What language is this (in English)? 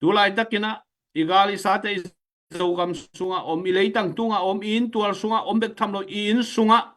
Tedim Chin